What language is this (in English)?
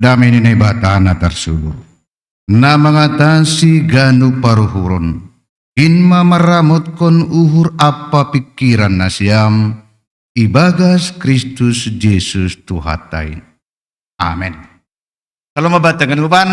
Batak Simalungun